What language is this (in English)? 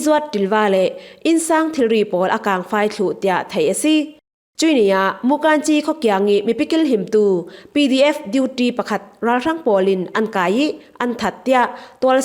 Falam Chin